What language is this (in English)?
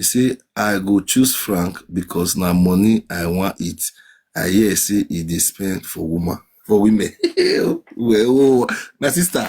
Nigerian Pidgin